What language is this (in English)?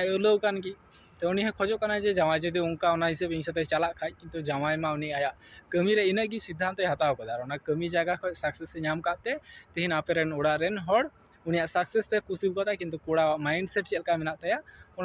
Santali